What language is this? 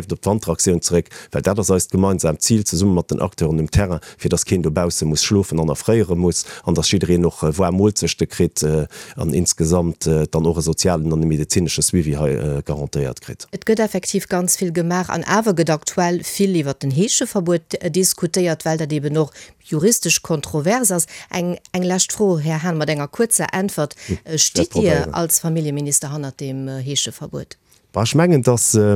Luxembourgish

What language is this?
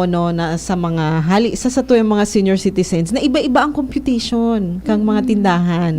Bikol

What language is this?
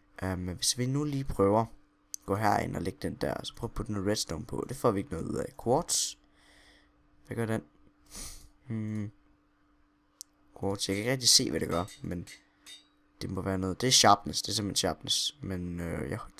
Danish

